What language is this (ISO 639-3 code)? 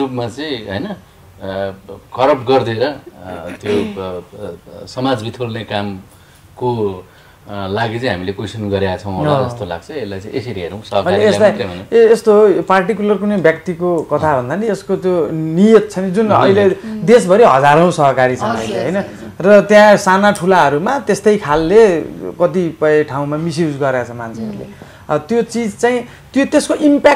nep